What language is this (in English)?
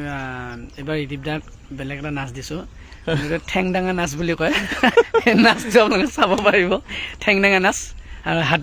Assamese